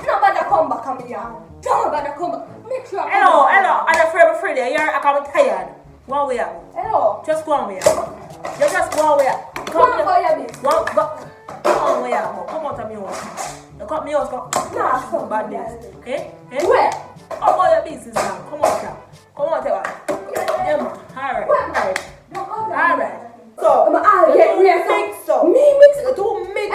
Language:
Jamaican Creole English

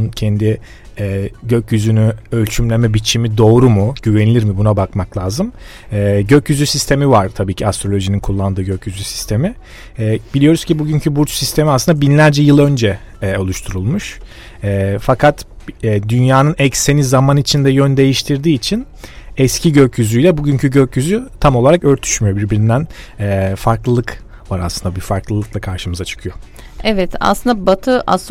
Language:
Turkish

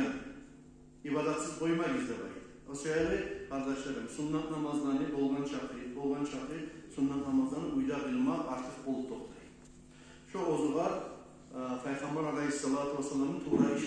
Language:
Kumyk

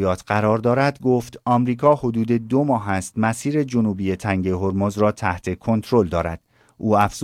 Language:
Persian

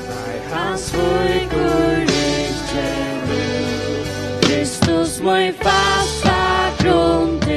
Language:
Faroese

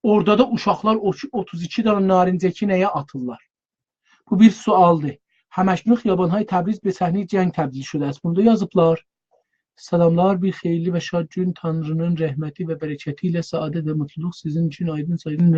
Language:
South Azerbaijani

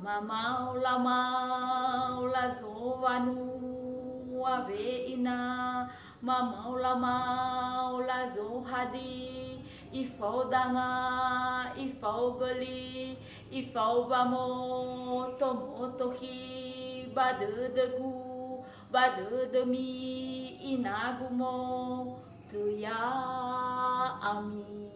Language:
Nias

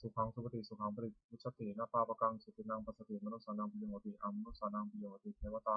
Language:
Pali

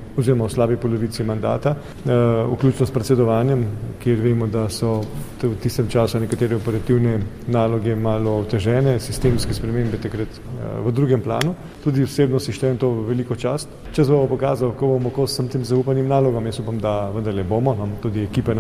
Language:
Slovenian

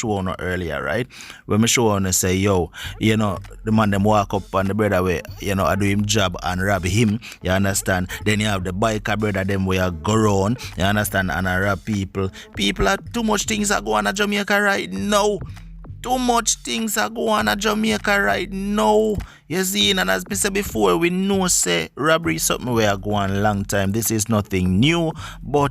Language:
Jamaican Creole English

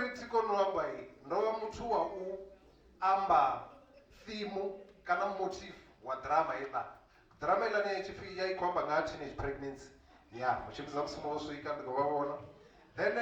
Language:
Venda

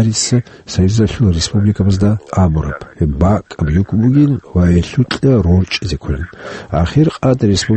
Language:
Avaric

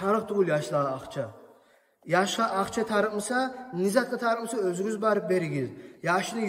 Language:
Kumyk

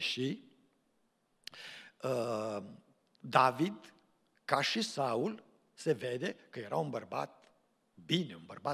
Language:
Romanian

